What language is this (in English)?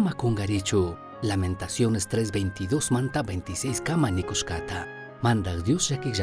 Chimborazo Highland Quichua